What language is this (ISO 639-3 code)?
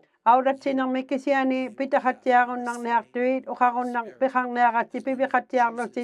iku